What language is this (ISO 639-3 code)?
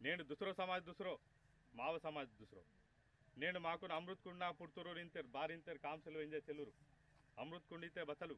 esg